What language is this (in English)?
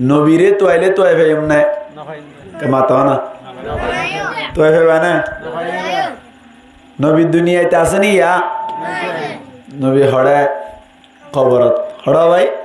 Rohingya